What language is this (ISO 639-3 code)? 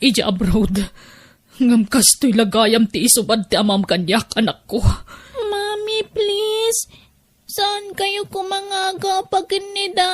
ilo